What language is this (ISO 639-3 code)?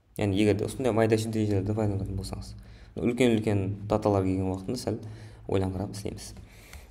kaa